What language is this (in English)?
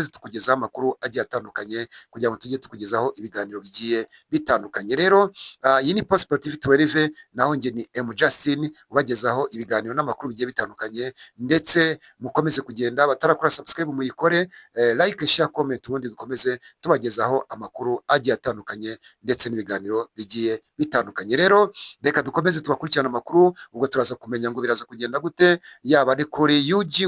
Kinyarwanda